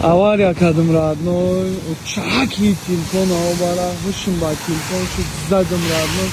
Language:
Tajik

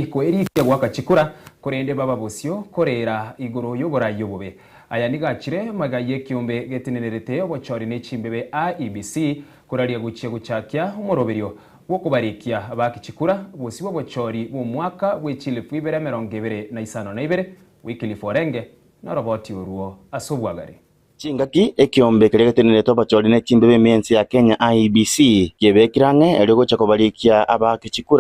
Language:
Gusii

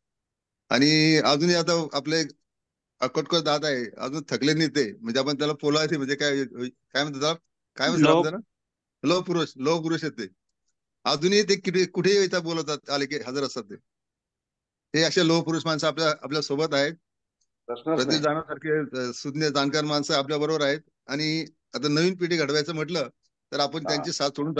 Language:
Marathi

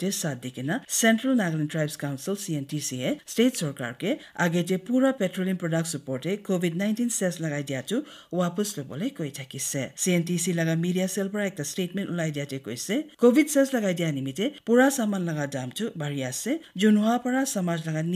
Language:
Naga Pidgin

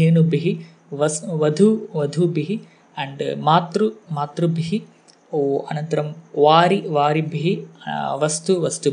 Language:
Sanskrit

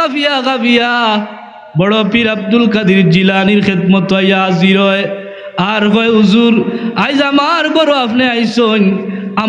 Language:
Sylheti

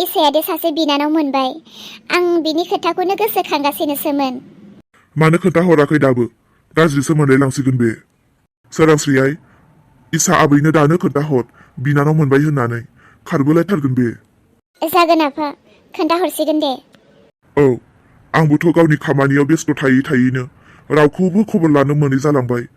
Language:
Bodo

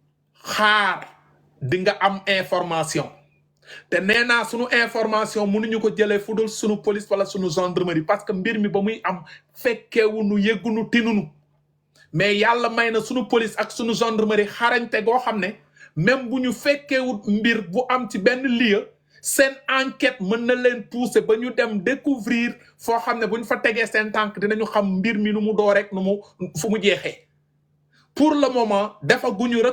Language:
Wolof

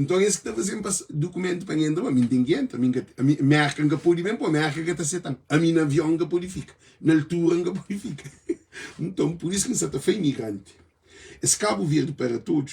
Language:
Kabuverdianu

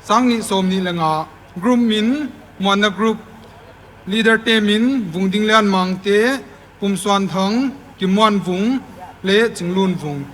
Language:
Paite Chin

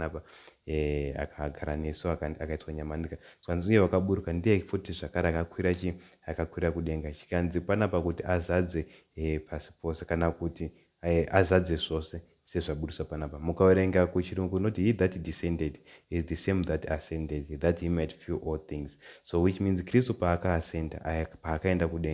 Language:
Shona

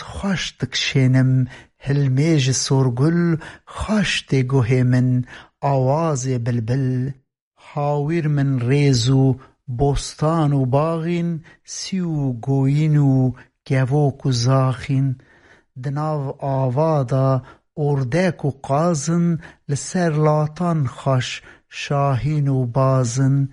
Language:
Kurdish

